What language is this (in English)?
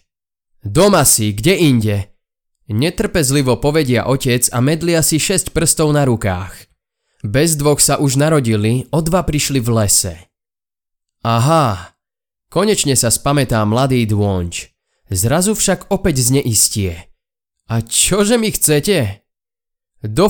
Slovak